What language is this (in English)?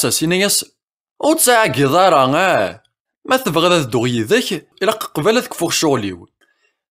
Kabyle